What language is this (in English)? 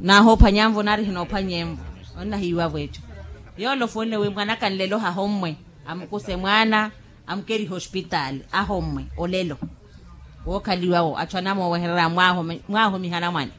Makhuwa